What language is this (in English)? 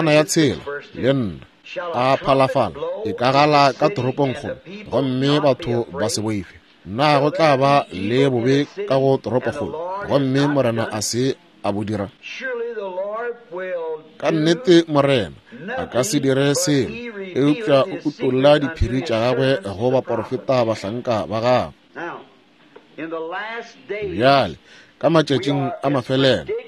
Northern Sotho